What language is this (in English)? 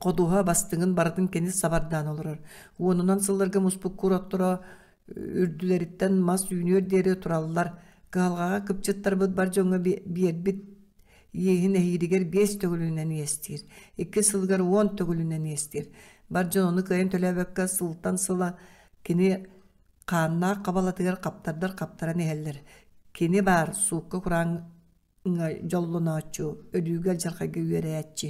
Yakut